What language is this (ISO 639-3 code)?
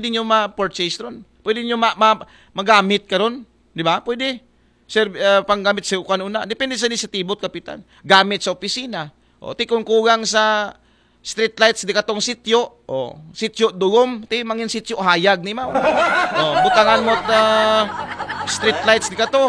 akl